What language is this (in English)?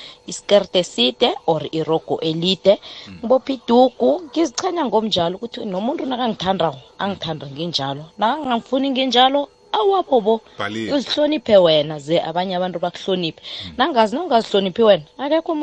South Ndebele